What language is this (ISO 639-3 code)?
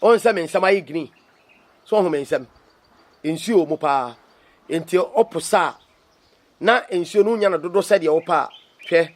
aka